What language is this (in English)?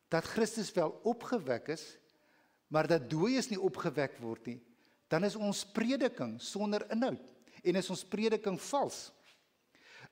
Afrikaans